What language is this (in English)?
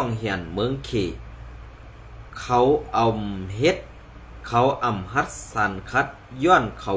Shan